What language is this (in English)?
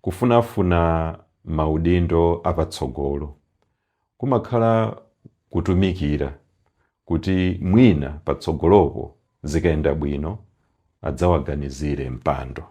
Nyanja